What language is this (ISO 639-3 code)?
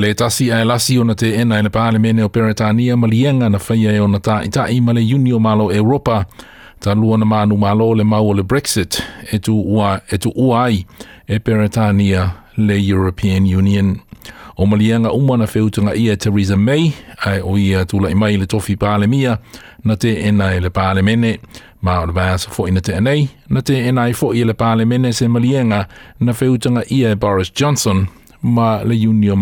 smo